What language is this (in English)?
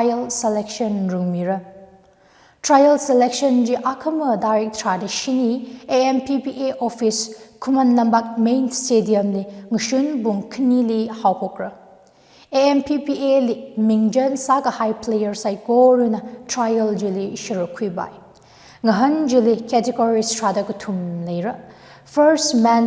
Tangkhul Naga (India)